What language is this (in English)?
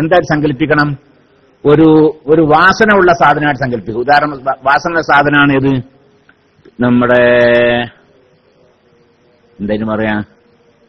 Malayalam